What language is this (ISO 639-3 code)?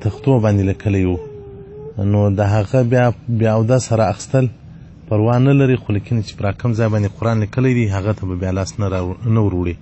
pus